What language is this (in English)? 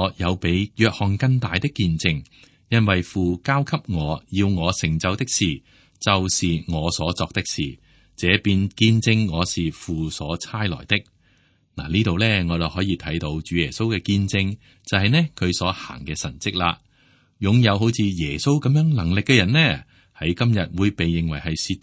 Cantonese